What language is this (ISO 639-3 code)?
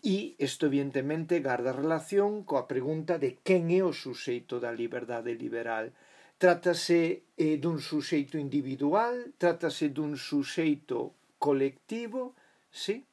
glg